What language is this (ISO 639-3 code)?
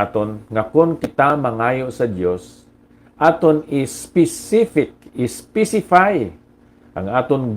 hil